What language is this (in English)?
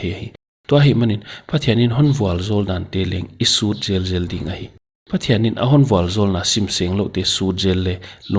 Paite Chin